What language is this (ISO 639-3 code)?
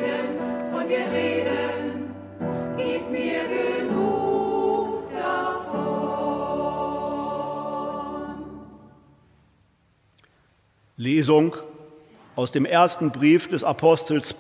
deu